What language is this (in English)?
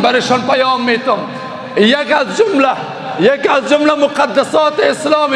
Persian